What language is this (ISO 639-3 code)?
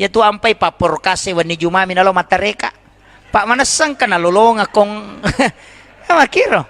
bug